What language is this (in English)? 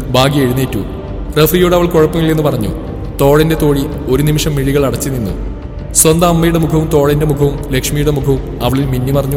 Malayalam